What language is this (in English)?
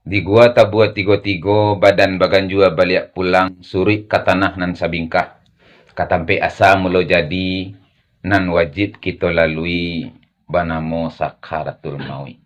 Minangkabau